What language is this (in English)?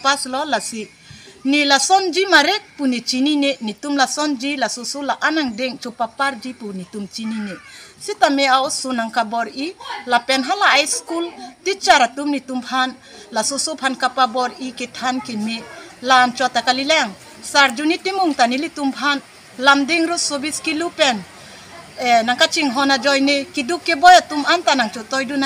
Karbi